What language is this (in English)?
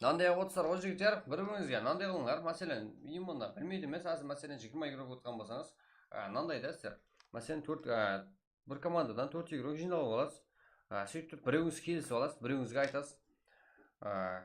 Kara-Kalpak